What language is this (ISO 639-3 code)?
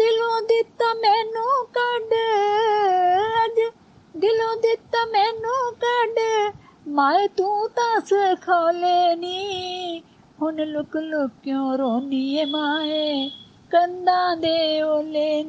pan